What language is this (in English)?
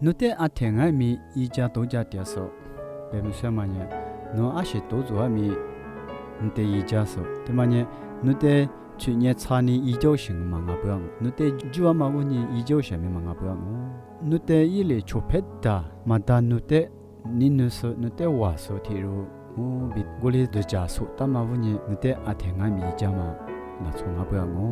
Lisu